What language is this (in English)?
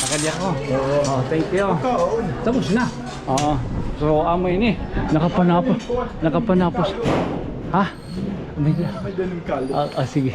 Waray